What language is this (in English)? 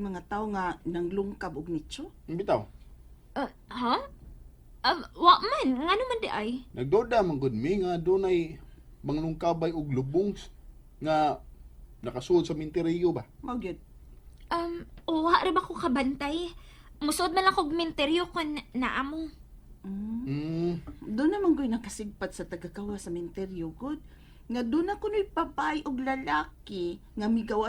Cebuano